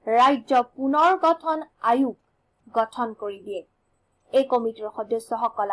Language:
Assamese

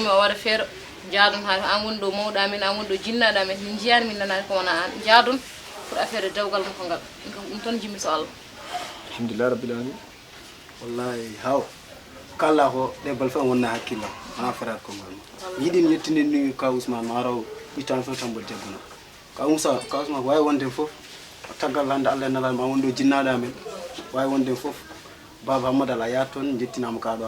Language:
Fula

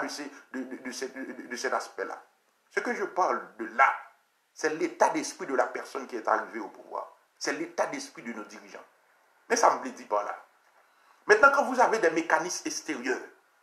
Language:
French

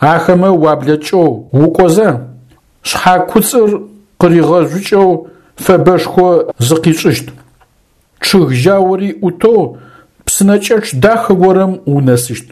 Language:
Adyghe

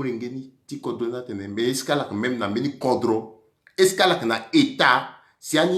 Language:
Sango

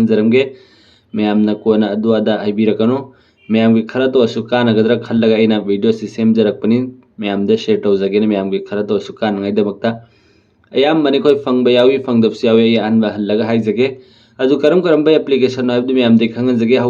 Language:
Manipuri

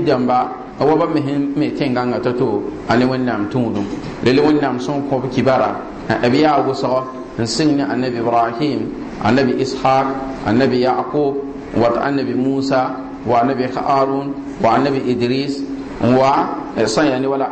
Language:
Mossi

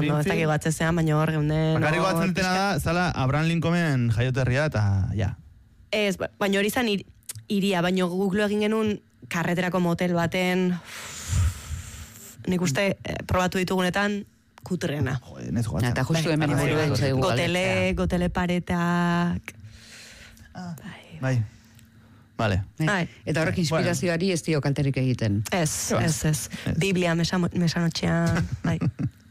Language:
Basque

